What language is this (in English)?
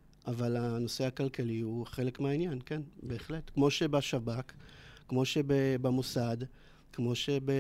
Hebrew